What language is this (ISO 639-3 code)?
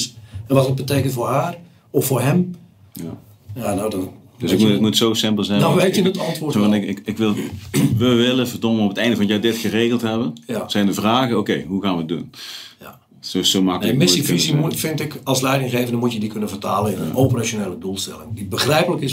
nld